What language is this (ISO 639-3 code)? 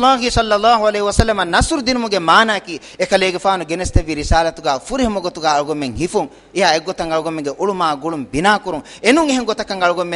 div